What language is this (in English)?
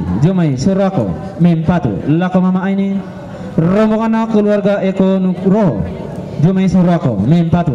Toraja-Sa'dan